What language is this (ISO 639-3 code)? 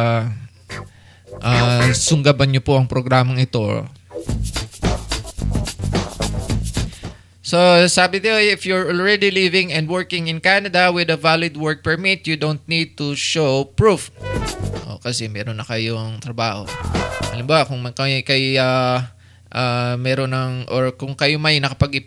fil